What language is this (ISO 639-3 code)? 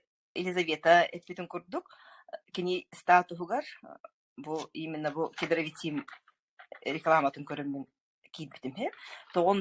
sah